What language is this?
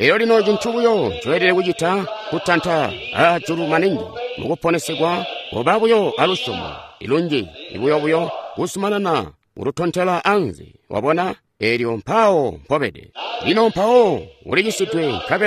Tonga (Zambia)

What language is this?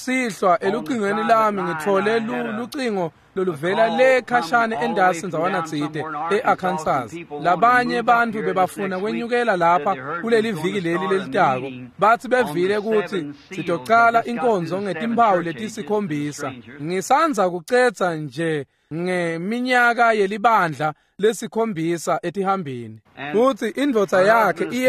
Swati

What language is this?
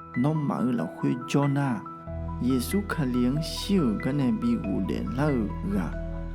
Akha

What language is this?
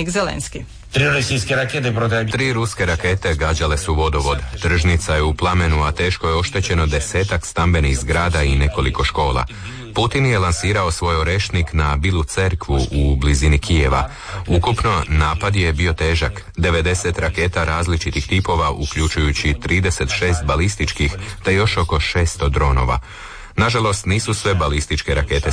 Croatian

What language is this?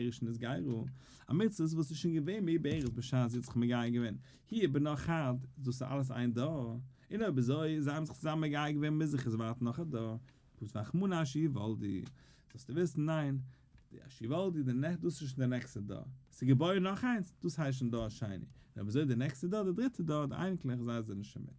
Yiddish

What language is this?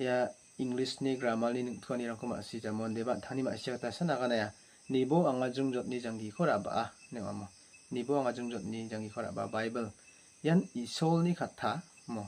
Garo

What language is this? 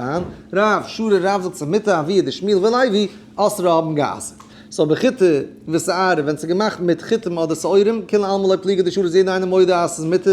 Yiddish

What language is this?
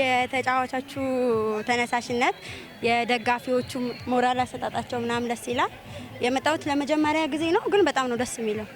Amharic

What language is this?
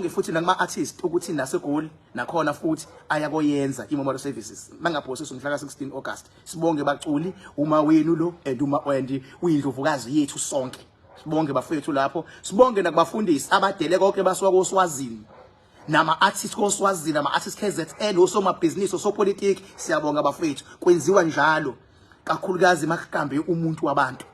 Zulu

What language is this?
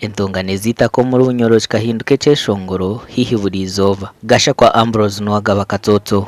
Nyankole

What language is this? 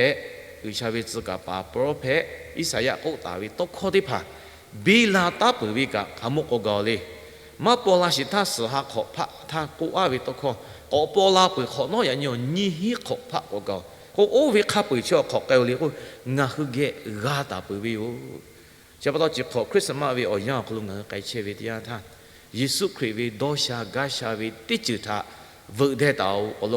Lahu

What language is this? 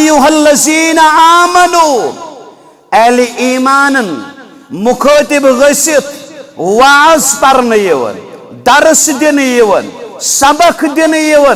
Kashmiri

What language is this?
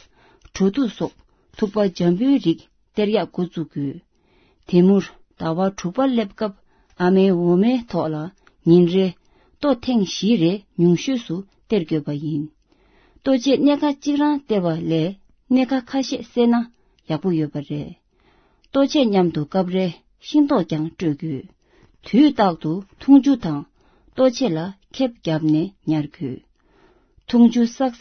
Tibetan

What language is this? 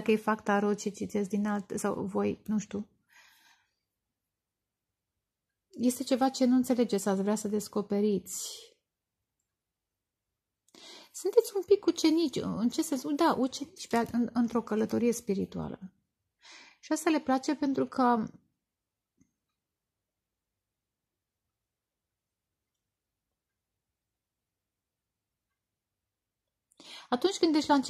Romanian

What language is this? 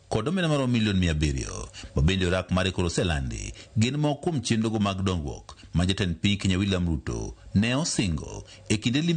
Luo (Kenya and Tanzania)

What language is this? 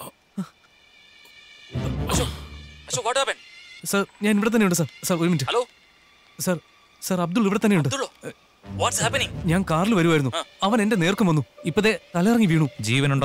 Malayalam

